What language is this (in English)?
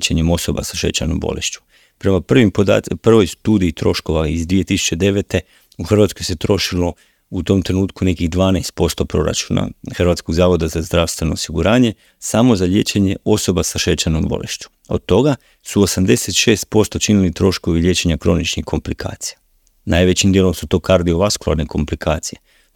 Croatian